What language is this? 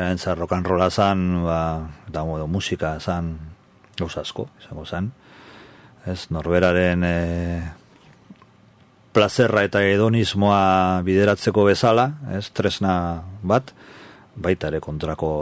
Basque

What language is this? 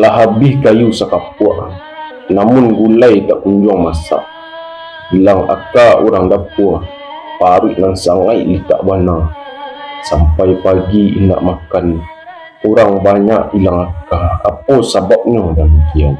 Minangkabau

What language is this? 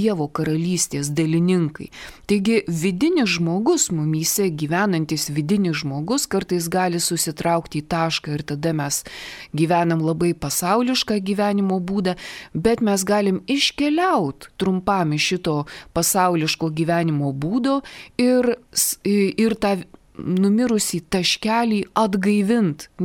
Lithuanian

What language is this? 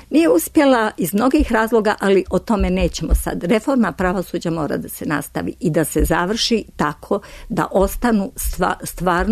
Serbian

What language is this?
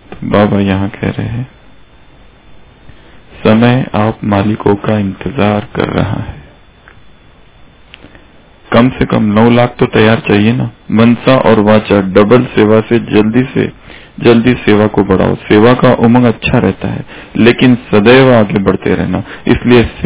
Hindi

